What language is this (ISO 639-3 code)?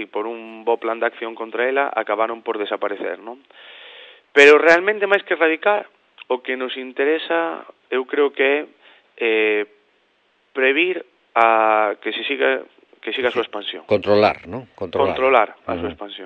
glg